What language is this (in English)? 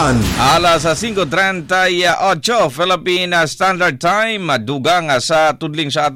Cebuano